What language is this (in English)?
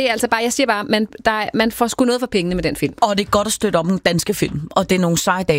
Danish